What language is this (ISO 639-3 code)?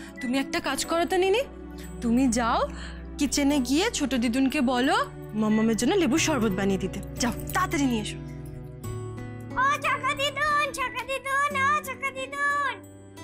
ben